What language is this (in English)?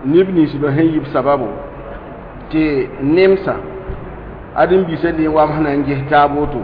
Mossi